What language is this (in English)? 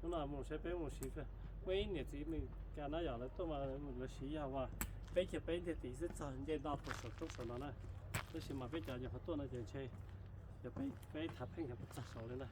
Hmong